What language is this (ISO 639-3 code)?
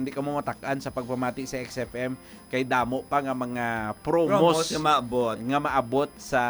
hil